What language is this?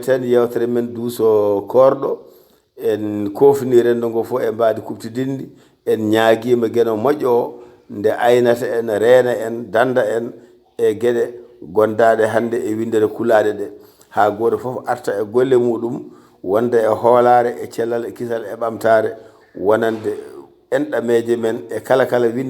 Fula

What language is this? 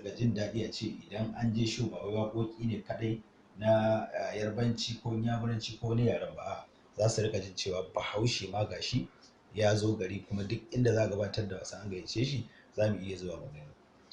Hausa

